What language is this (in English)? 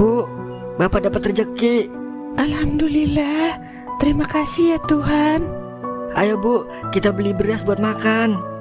Betawi